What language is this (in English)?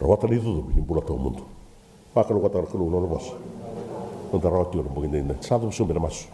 Fijian